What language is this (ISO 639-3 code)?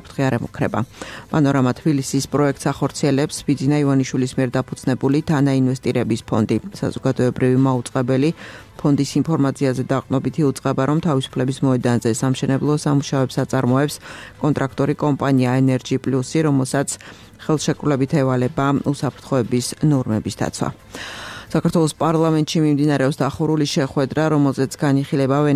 kat